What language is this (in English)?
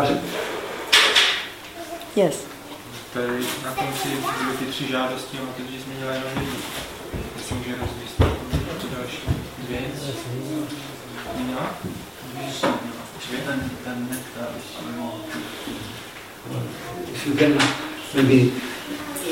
Czech